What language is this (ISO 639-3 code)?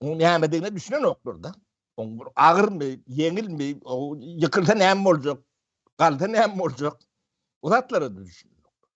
tuk